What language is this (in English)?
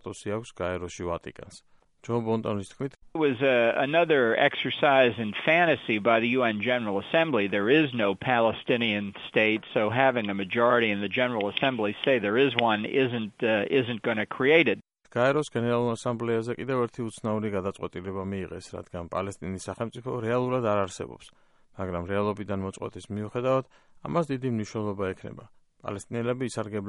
Georgian